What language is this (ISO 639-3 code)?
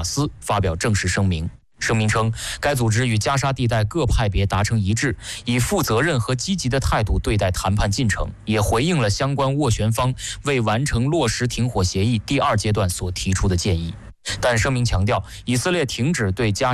zho